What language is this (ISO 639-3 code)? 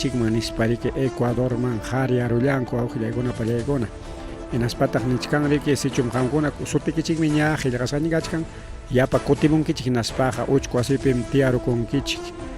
quy